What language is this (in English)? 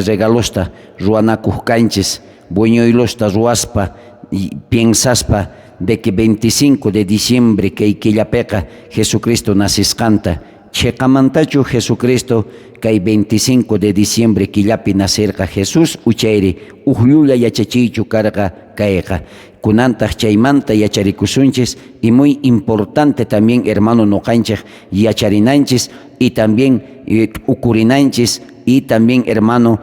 South Bolivian Quechua